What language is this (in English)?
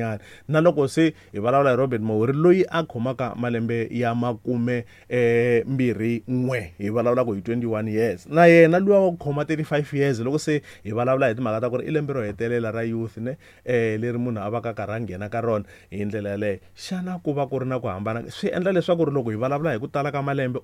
Tsonga